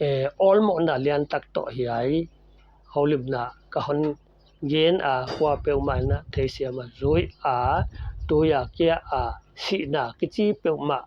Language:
Paite Chin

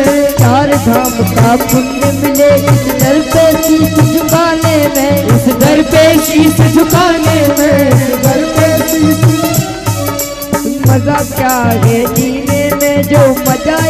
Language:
Hindi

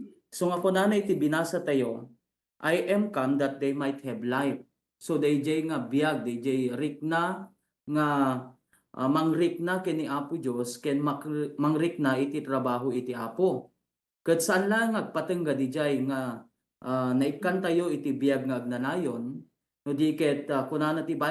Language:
Iloko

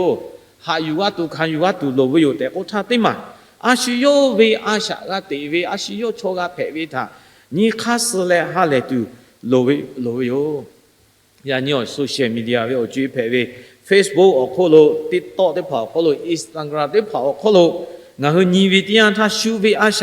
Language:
Lahu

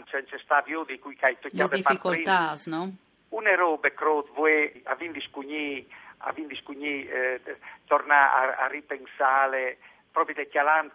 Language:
Friulian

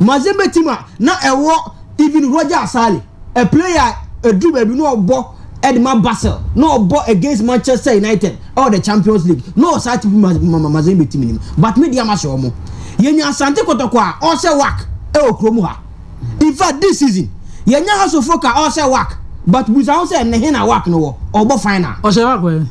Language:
Akan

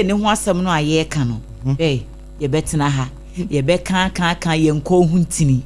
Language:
Akan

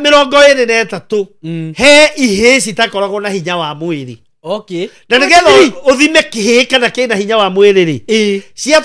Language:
Kikuyu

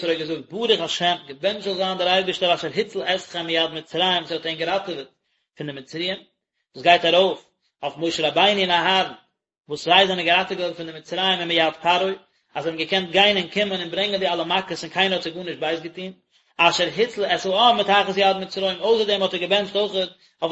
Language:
Yiddish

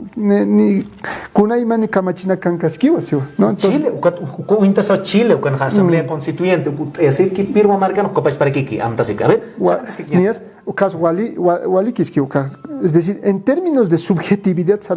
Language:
Aymara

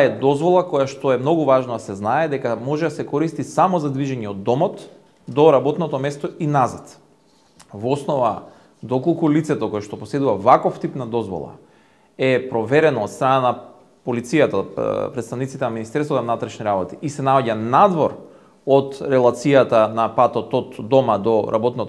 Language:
Macedonian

